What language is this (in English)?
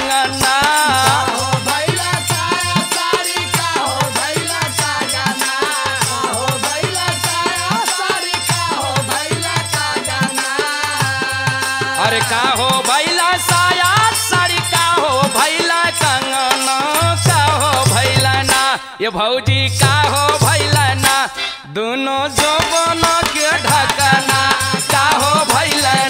Bhojpuri